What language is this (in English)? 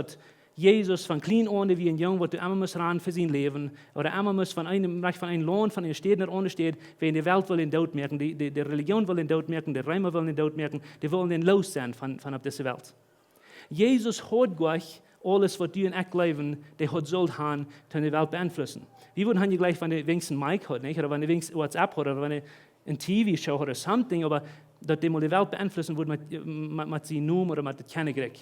Plautdietsch